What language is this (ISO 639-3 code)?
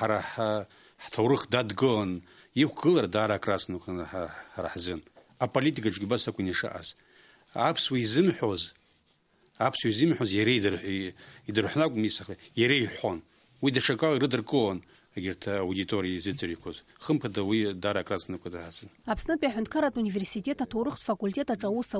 abk